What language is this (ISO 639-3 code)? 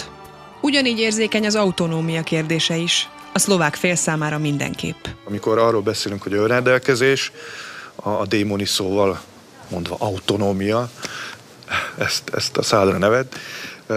hun